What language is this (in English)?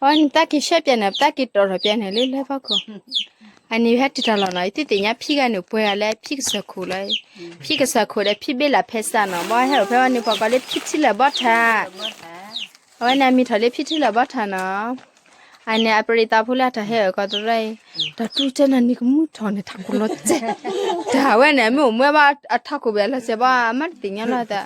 S'gaw Karen